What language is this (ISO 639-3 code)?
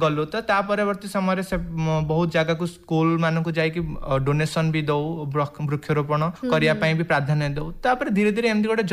ori